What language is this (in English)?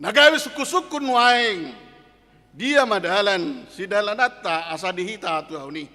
Batak Toba